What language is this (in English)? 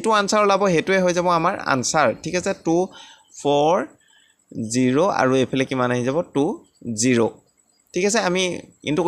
Assamese